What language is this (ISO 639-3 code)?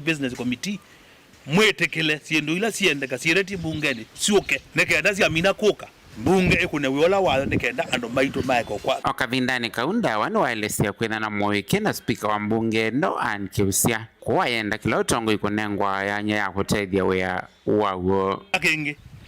kam